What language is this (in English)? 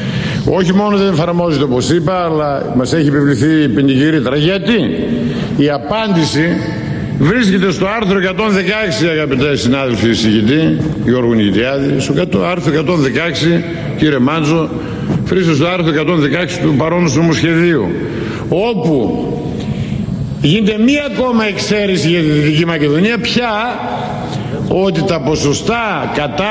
Greek